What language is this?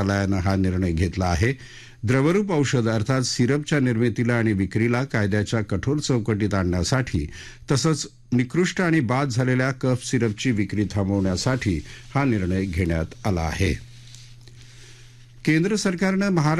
Marathi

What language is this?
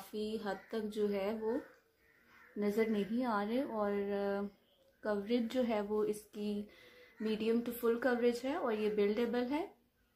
Hindi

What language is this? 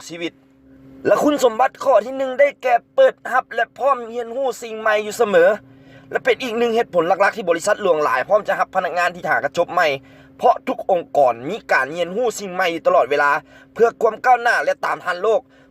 Lao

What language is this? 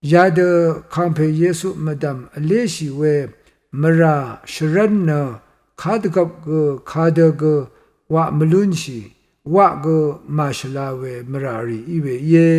Rawang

